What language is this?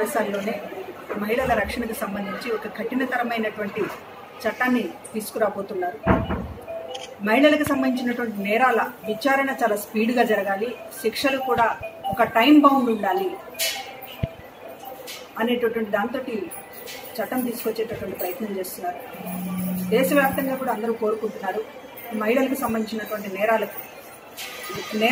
Telugu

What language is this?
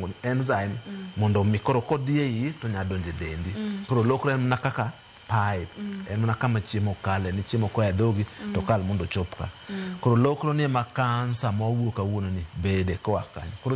Luo (Kenya and Tanzania)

